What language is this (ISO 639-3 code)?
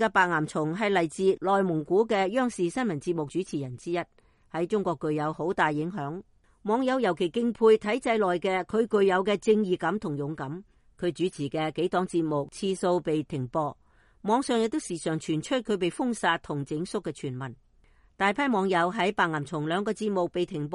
yue